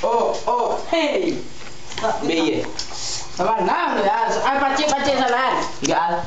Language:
Minangkabau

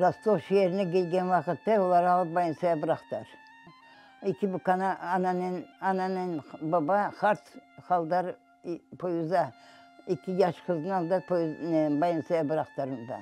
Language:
Crimean Tatar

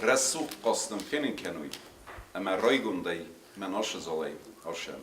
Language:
Ossetic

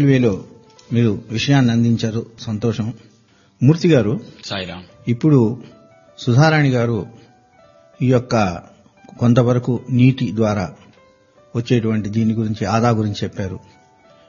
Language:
Telugu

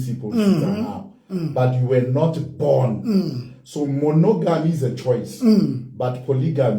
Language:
Southern Sotho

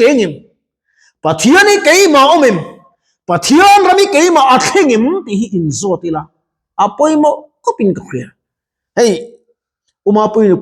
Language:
Mizo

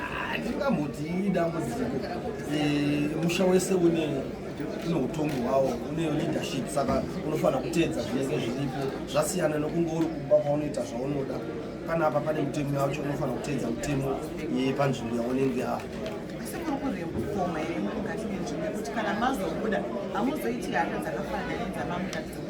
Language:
Shona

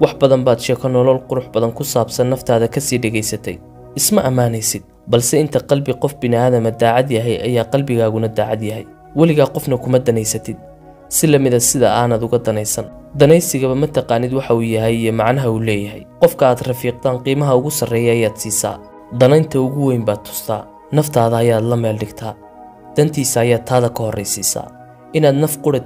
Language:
Somali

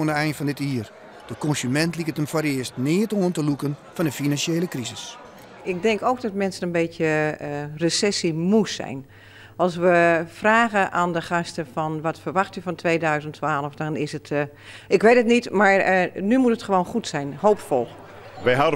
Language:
Western Frisian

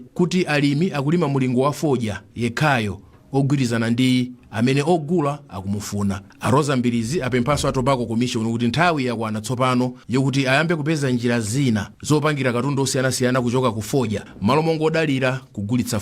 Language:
Nyanja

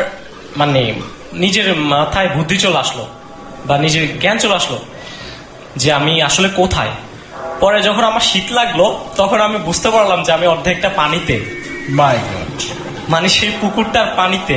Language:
Bangla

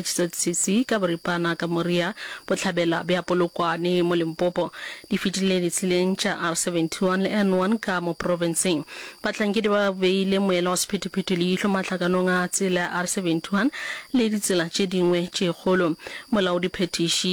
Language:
Northern Sotho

